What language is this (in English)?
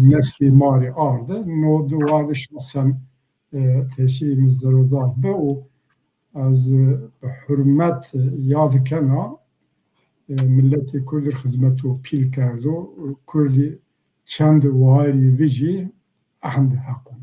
Zaza